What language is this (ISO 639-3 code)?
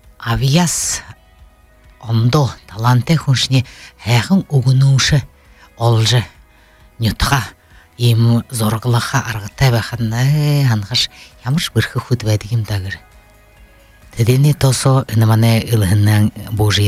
bua